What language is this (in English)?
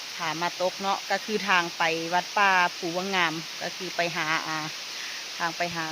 Lao